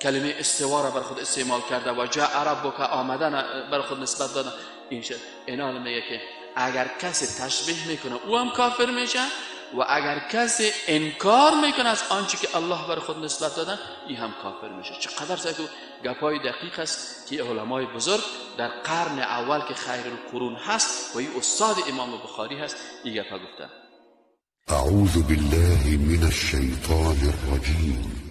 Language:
Persian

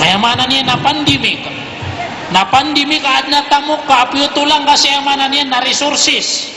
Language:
Maranao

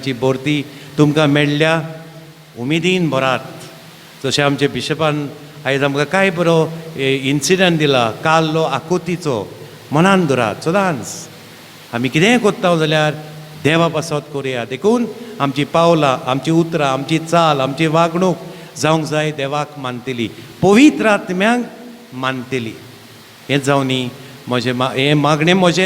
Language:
Konkani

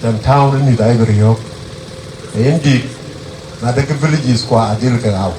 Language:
Dinka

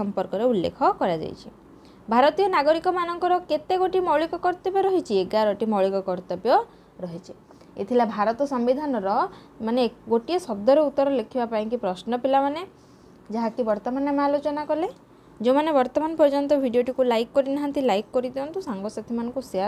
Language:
Odia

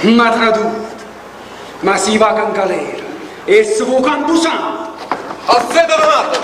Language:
Neapolitan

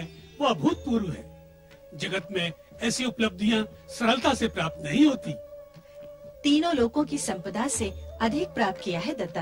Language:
Hindi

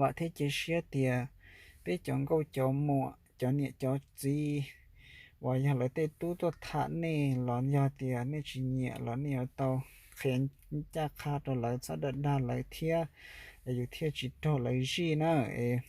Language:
Hmong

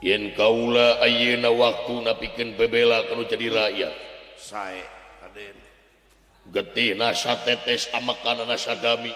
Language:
Sundanese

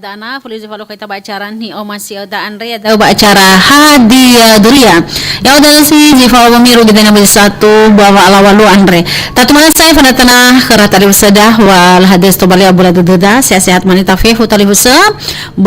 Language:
Nias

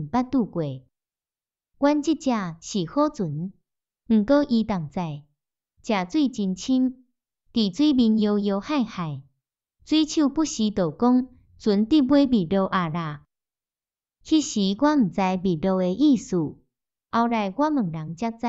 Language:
Min Nan Chinese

